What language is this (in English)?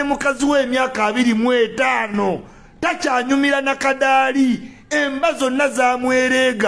Ganda